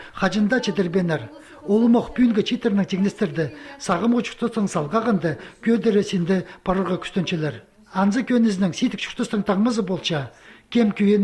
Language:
Khakas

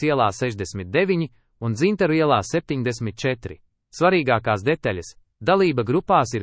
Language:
Latvian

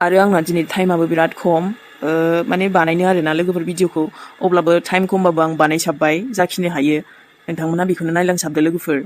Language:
Bodo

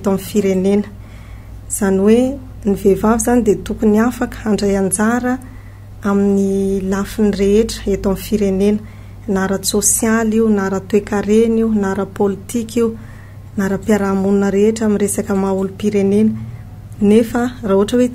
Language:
Malagasy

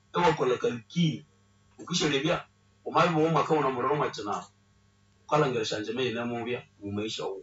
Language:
Nande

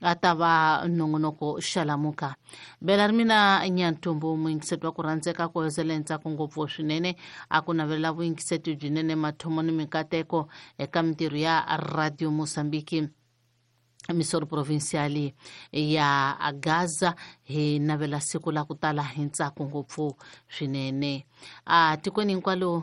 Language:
Tsonga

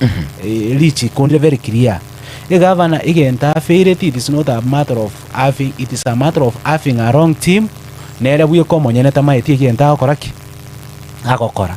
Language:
Gusii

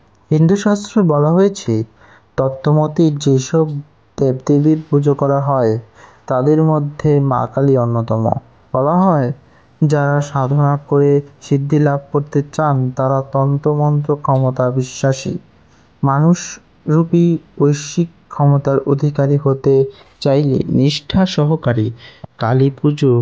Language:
Bangla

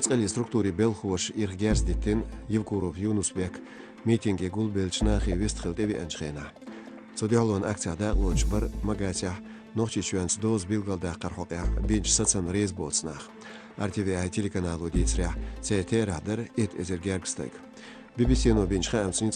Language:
Chechen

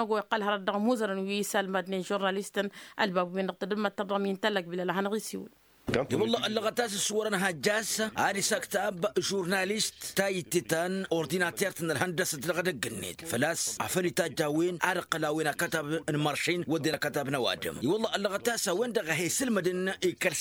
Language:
Tamasheq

